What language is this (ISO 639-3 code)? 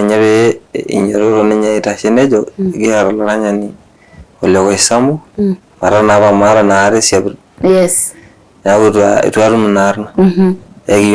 mas